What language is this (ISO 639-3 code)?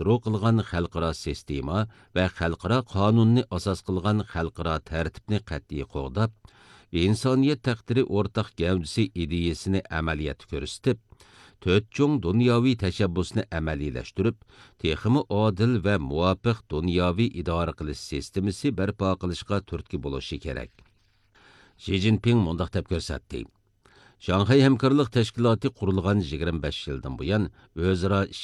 uig